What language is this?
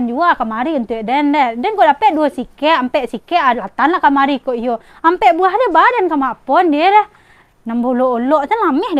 Minangkabau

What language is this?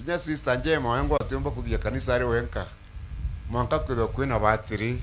Meru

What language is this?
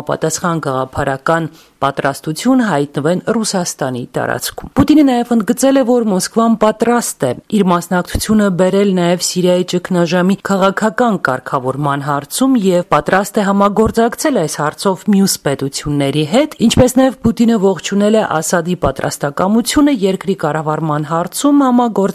Armenian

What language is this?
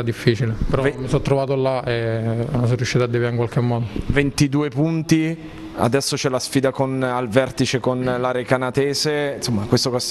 Italian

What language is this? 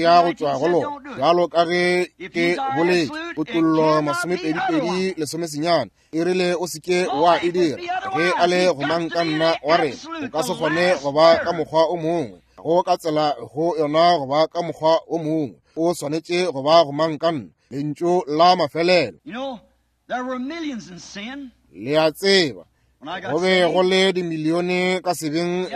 Northern Sotho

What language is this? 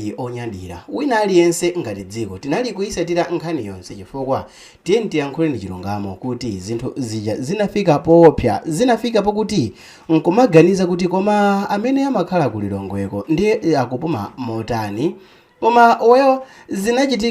Nyanja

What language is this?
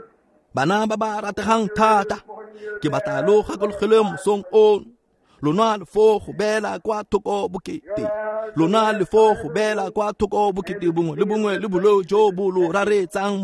Tswana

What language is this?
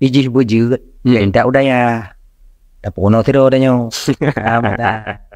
Achinese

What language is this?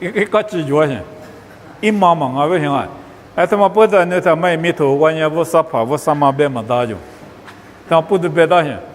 Lisu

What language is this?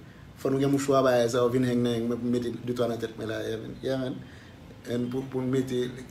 Haitian Creole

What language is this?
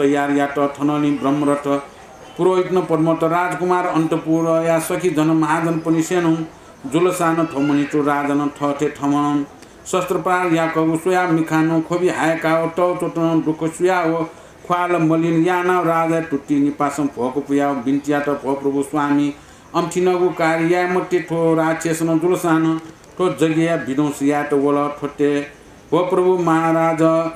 Newari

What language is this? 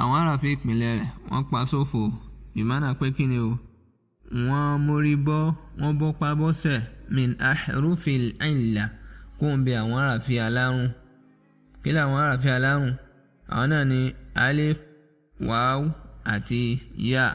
Yoruba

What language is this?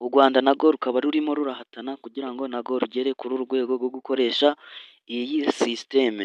Kinyarwanda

